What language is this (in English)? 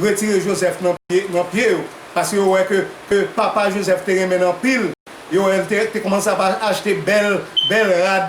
Haitian Creole